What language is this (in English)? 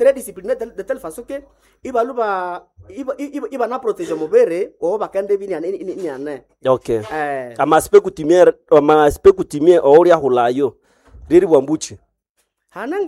Nande